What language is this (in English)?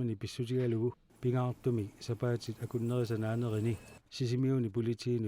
Kalaallisut